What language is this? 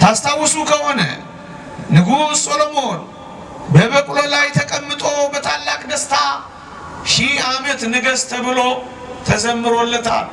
Amharic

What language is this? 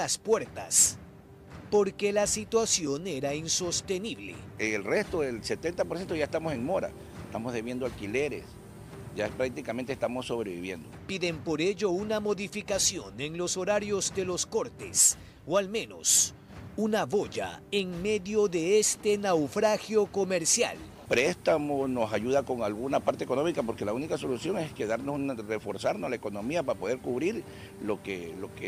Spanish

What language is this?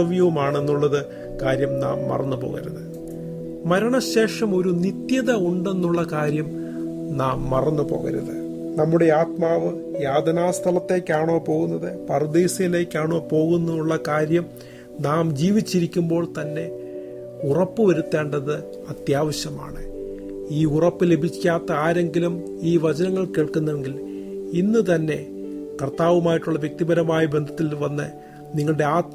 Malayalam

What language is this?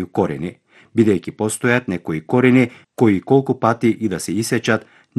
Macedonian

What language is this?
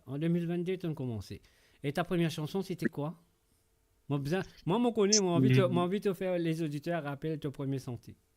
Morisyen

